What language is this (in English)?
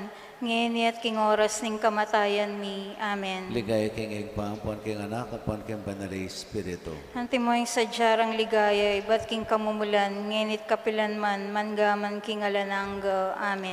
Pampanga